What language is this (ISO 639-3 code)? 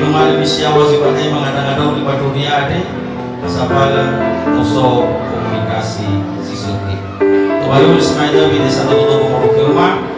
nia